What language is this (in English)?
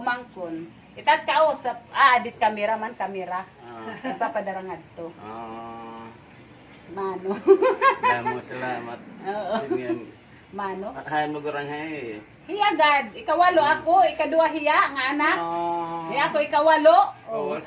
Waray